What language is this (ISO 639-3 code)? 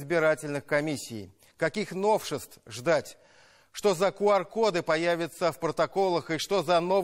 rus